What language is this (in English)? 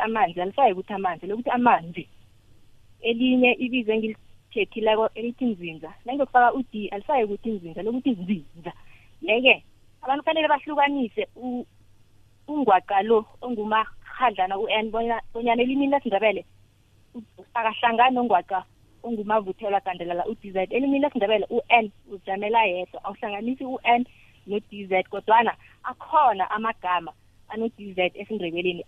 South Ndebele